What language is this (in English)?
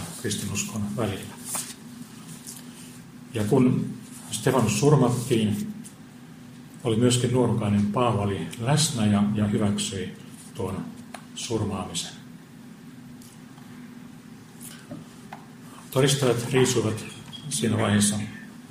Finnish